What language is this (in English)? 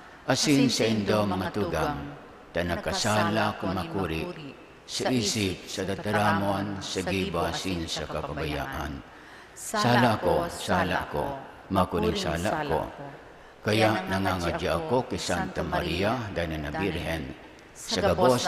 Bikol